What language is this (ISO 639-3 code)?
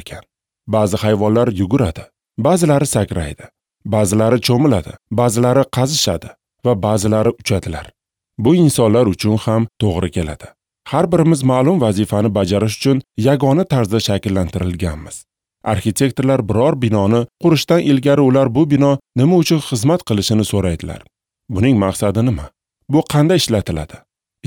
uzb